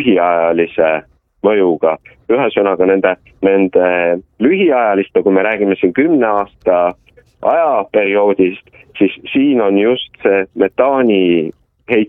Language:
Estonian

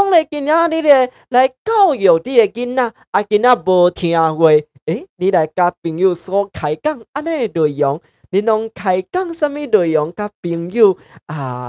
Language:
Min Nan Chinese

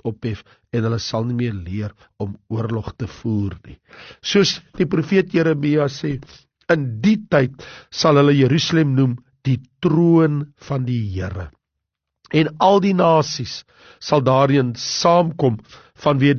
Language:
Afrikaans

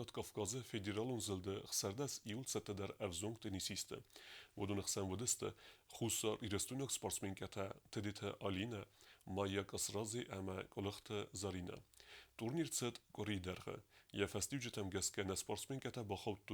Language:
Ossetic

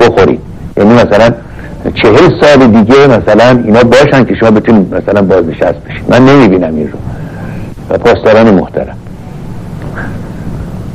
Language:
Persian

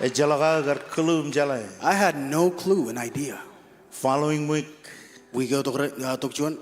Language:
Marshallese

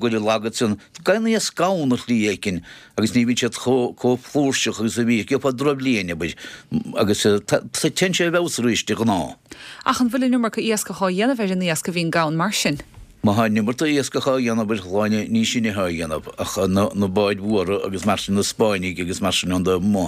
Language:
Irish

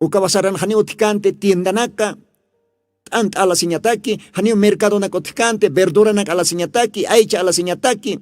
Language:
Aymara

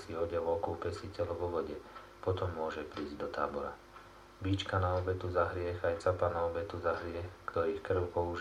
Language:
Slovak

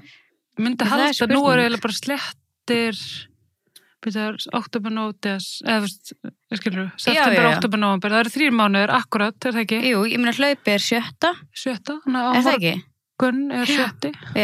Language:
Icelandic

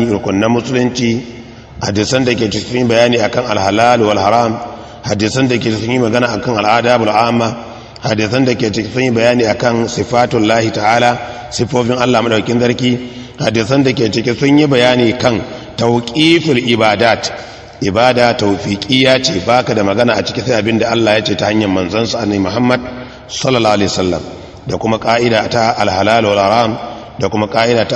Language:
Hausa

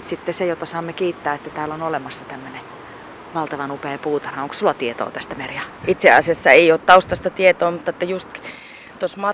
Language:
Finnish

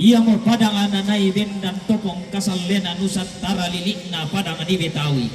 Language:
Toraja-Sa'dan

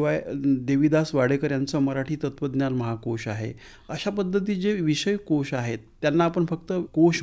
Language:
Marathi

